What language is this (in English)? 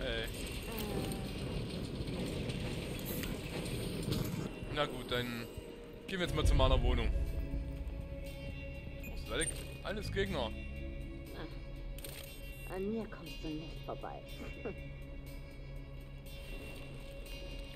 German